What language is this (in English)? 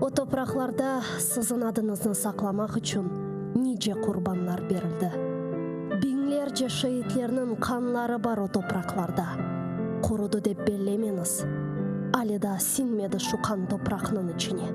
Crimean Tatar